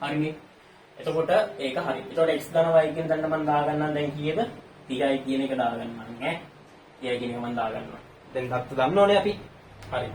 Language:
Sinhala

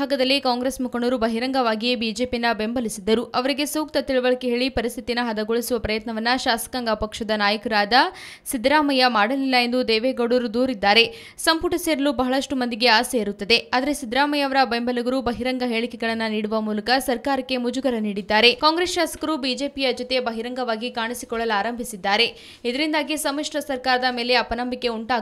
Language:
Kannada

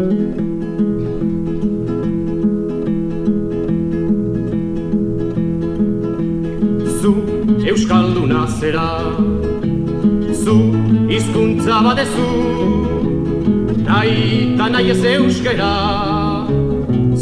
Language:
Basque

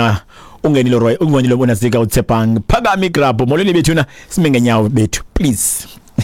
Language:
Xhosa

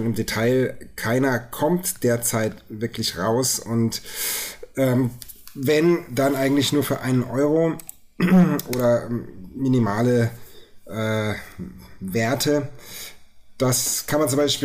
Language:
German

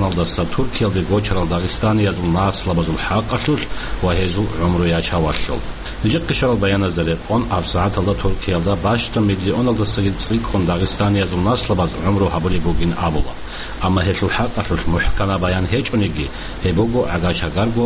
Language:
Avaric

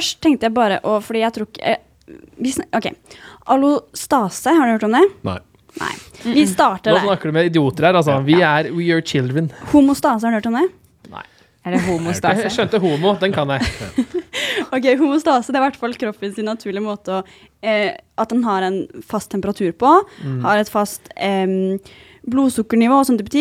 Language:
Norwegian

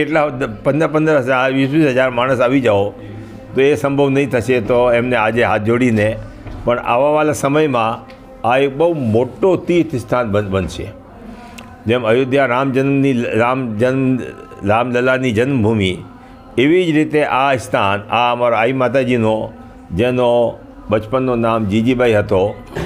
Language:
Gujarati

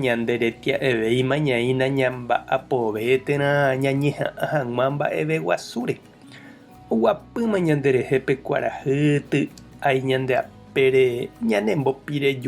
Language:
Guarani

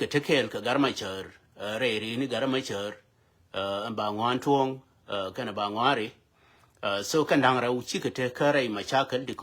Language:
Nuer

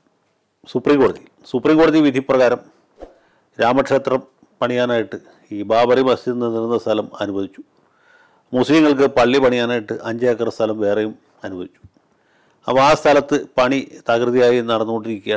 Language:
Malayalam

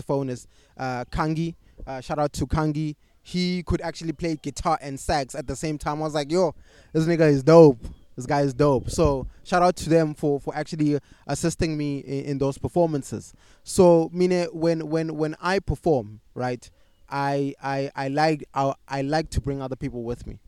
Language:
English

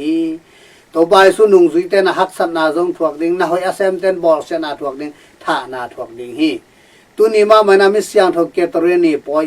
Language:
Tedim Chin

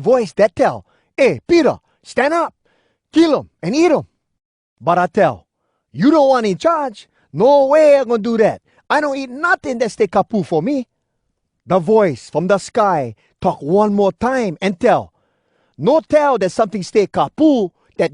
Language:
Hawai'i Creole English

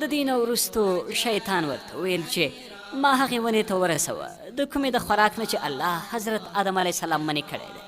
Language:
Pashto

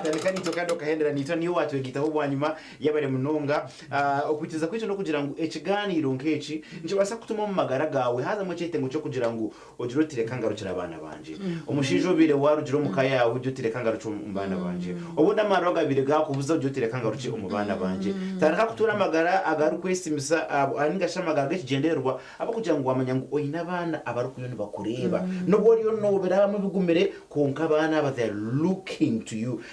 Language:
Nyankole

